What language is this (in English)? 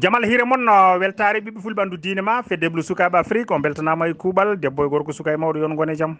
Fula